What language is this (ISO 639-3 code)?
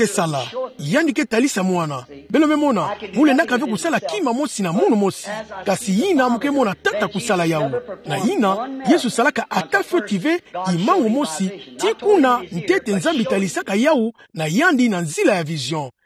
ktu